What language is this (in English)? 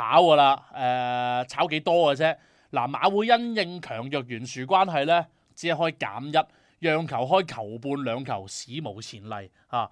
Cantonese